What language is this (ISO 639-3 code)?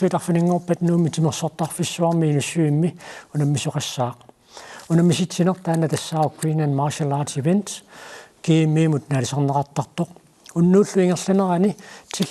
kal